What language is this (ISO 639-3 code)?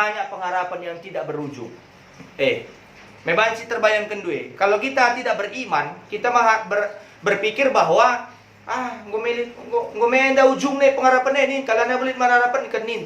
btx